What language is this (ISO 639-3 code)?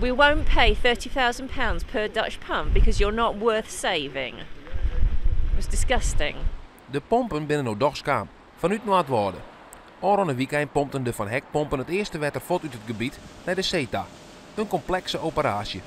fry